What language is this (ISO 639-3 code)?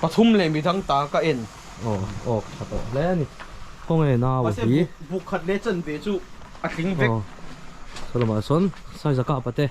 lus